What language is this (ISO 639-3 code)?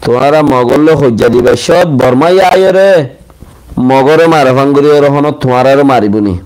rhg